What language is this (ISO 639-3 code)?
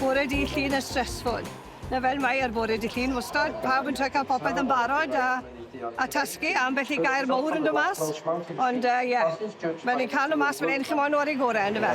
cym